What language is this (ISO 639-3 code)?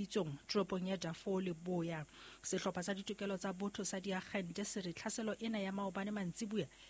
sot